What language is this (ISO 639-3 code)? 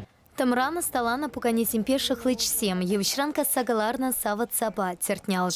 chv